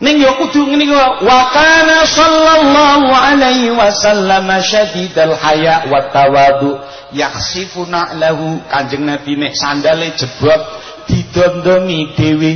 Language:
Javanese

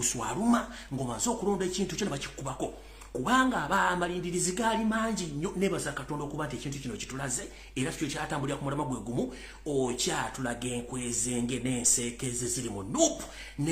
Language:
Ganda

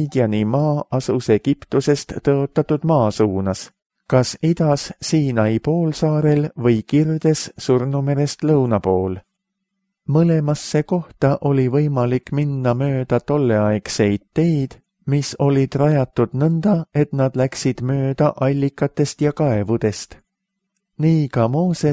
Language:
Estonian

